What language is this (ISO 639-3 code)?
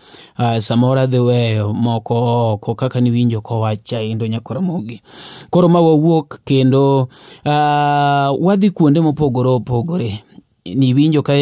luo